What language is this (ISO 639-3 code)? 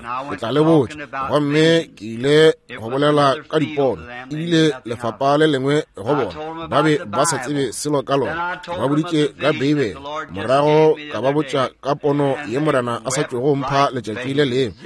nso